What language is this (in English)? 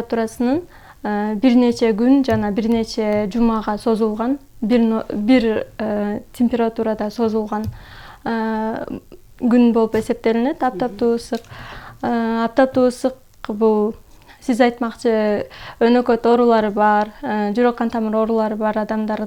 Kyrgyz